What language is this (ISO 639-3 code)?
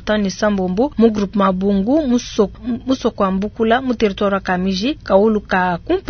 lua